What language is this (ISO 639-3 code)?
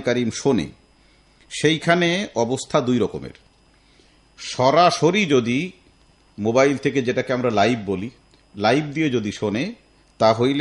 ben